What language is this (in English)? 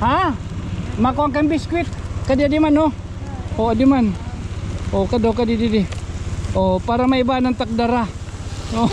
Waray